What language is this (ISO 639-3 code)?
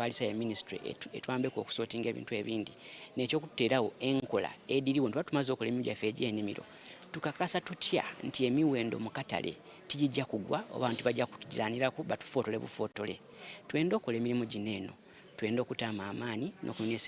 xog